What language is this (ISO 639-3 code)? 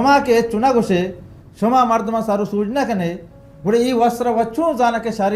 bal